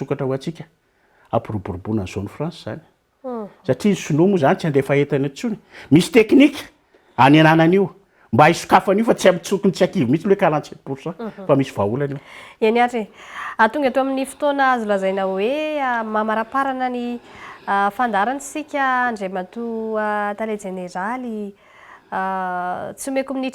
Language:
Malagasy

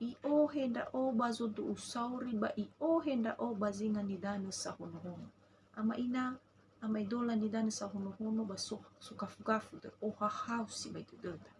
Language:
Nias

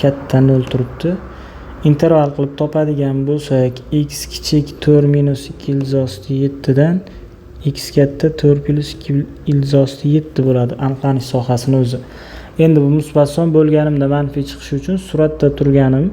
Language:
Uzbek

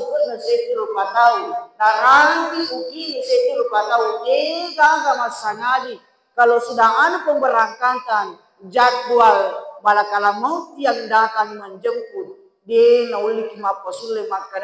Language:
Buginese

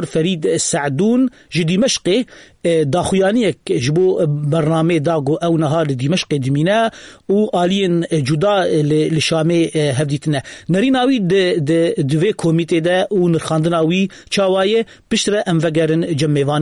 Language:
Kurdish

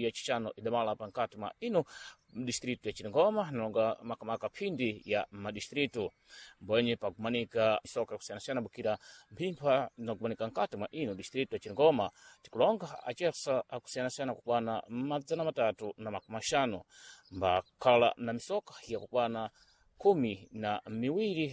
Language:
Sena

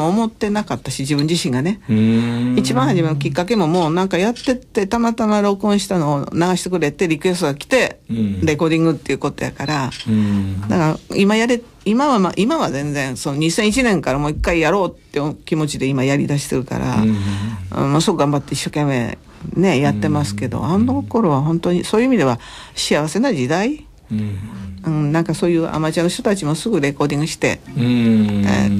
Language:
Japanese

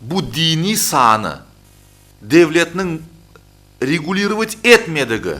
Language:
Crimean Tatar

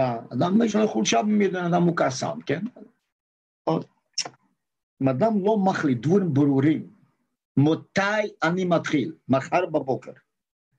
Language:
Hebrew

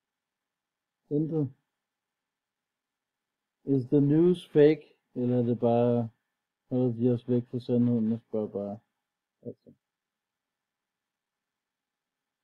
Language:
Danish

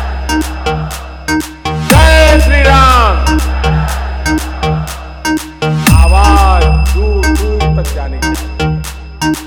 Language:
Hindi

